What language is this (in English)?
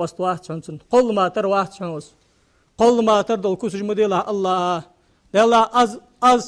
Ingush